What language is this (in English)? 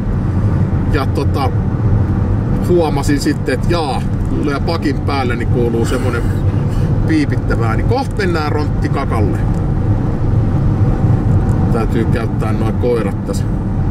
Finnish